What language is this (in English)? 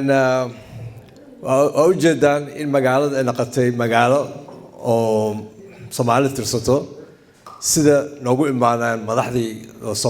Somali